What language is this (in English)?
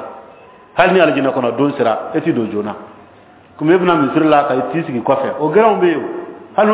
Bambara